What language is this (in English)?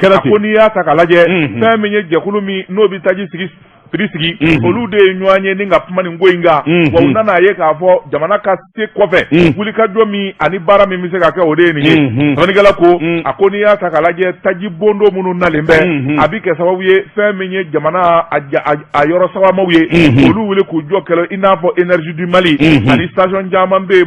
Bambara